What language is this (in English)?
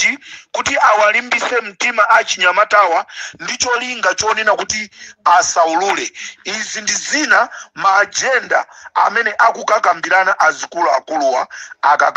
Nyanja